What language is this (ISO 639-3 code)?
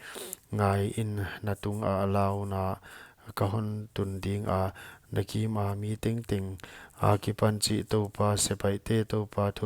pck